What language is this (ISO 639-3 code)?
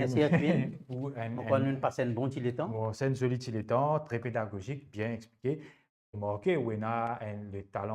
mfe